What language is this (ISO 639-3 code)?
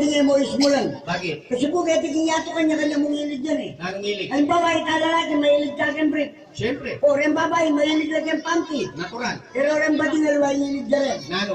pam